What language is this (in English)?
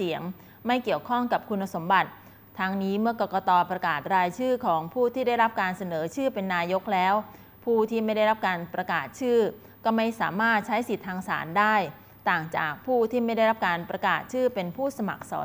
Thai